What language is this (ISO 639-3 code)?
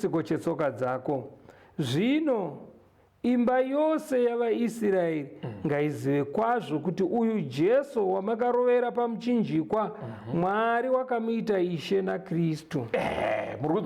sna